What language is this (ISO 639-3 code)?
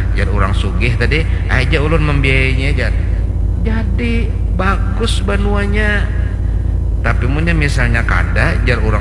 bjn